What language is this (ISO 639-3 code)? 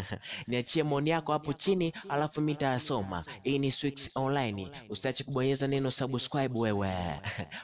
swa